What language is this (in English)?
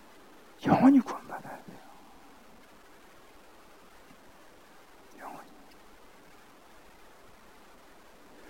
Korean